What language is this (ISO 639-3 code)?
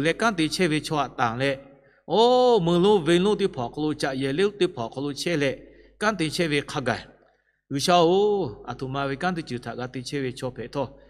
lhu